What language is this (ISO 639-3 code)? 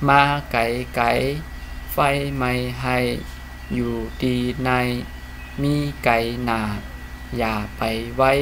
shn